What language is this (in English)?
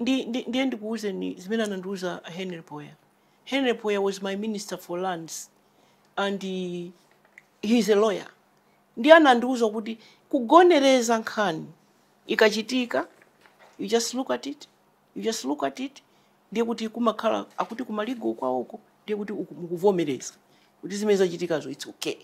Nyanja